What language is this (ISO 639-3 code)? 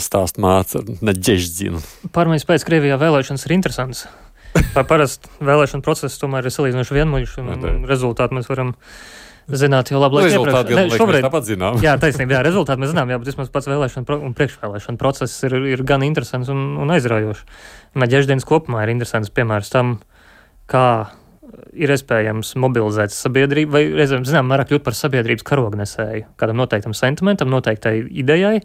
lav